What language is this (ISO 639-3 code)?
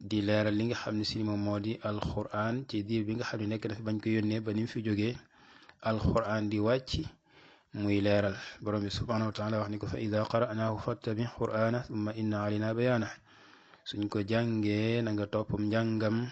wol